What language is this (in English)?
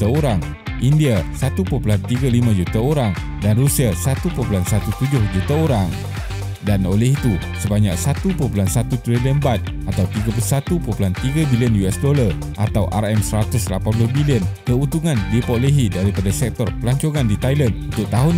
Malay